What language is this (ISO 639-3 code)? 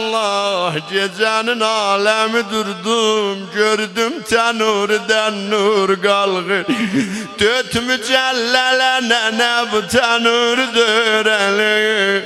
azb